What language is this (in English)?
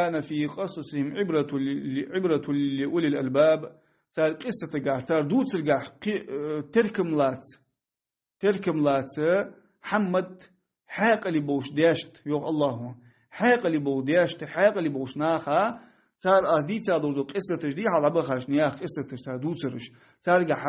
Ingush